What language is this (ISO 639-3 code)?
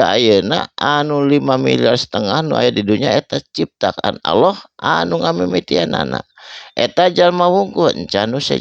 sun